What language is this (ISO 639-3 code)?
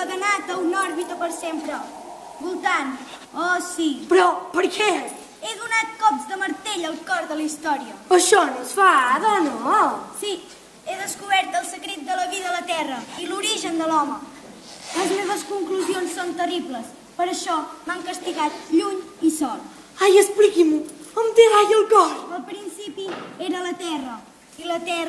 cat